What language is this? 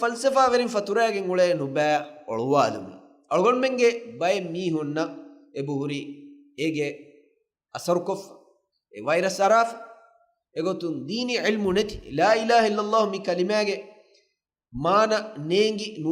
Divehi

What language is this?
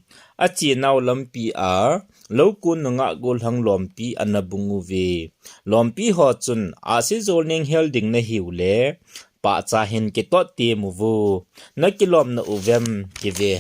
Thado Chin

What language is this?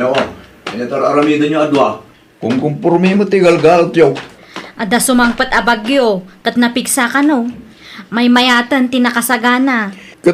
Iloko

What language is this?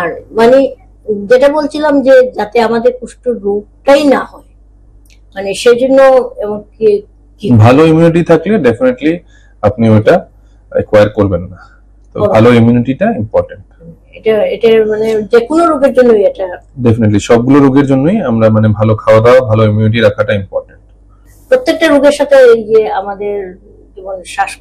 Bangla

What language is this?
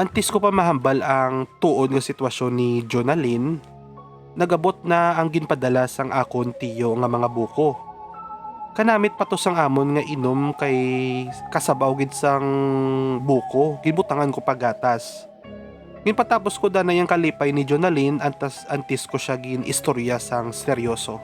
Hiligaynon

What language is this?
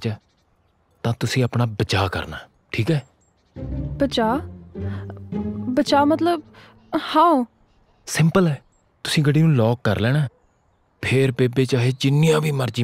Punjabi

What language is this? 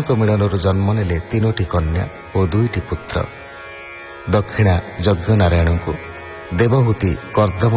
Odia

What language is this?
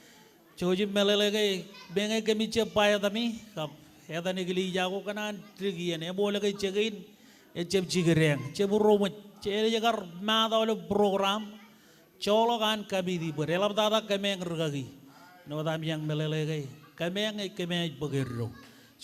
Marshallese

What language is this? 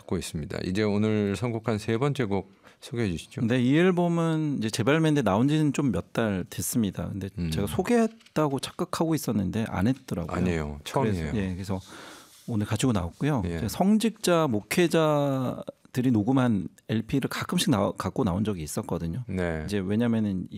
Korean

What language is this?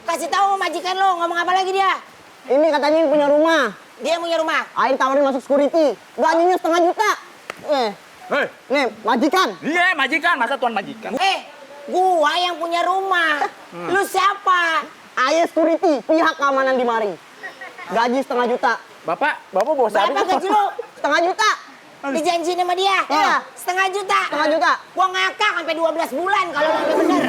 Betawi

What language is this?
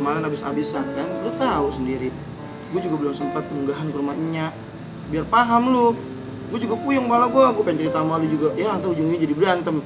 Betawi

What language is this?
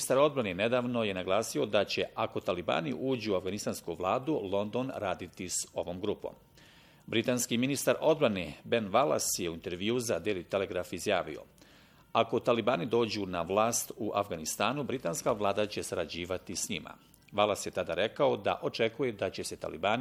Bosnian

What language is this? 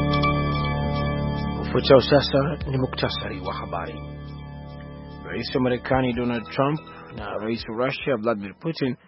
Swahili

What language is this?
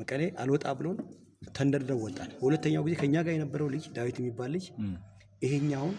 Amharic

